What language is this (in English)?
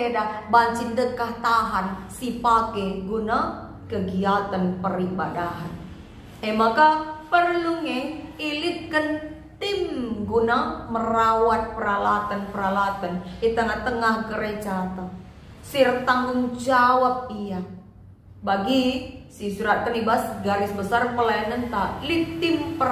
Batak Karo